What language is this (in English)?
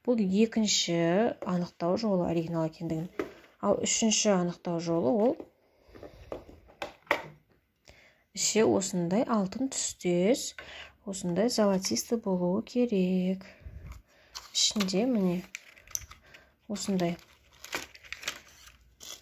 Kazakh